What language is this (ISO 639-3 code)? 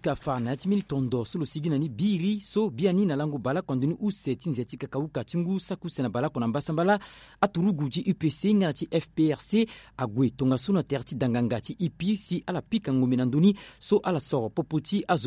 sag